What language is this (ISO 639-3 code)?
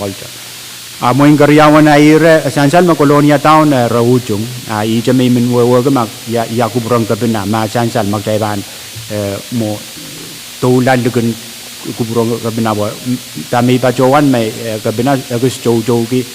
pon